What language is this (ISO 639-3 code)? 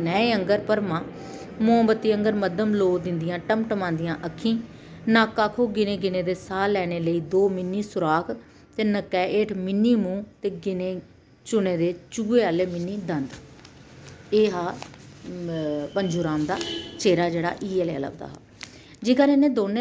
doi